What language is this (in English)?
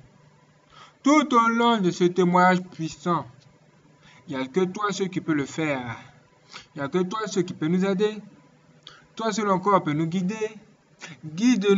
French